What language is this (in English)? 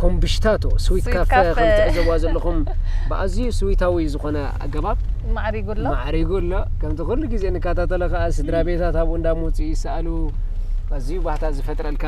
Tigrinya